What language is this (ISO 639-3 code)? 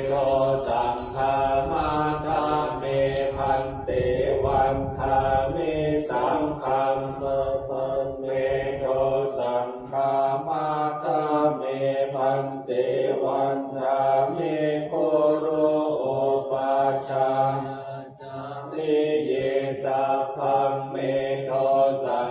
pli